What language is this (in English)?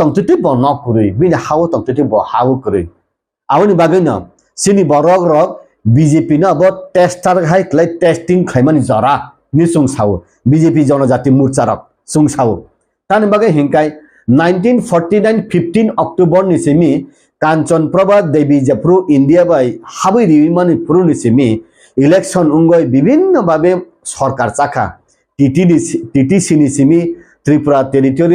Kok Borok